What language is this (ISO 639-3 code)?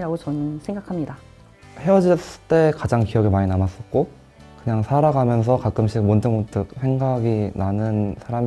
kor